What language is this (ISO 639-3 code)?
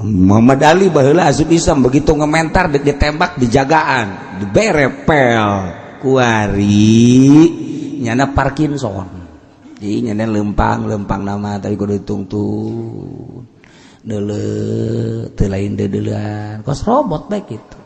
sun